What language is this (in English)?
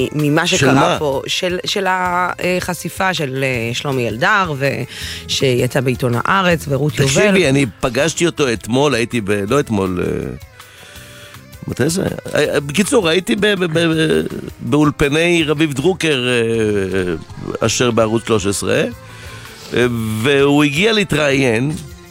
Hebrew